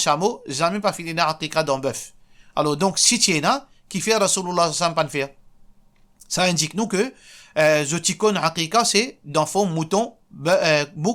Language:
Morisyen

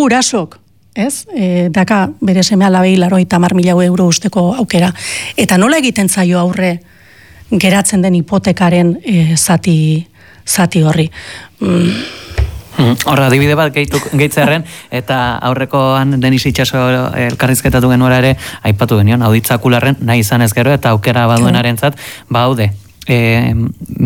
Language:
Basque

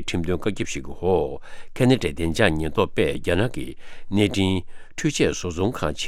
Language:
Tibetan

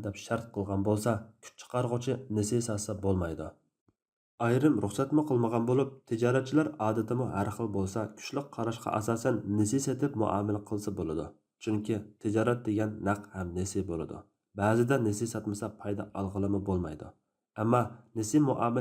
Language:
Uyghur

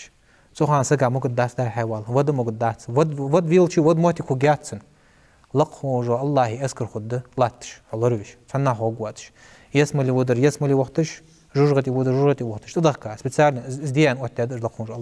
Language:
Ingush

